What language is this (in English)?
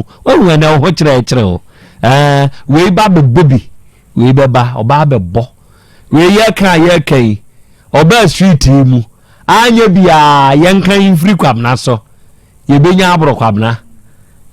Akan